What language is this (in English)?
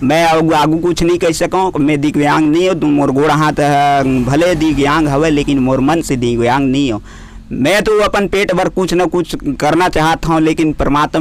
Chhattisgarhi